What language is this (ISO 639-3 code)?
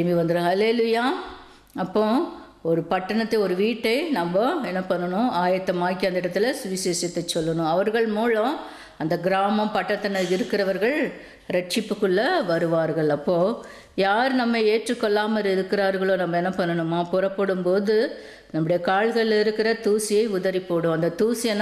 tam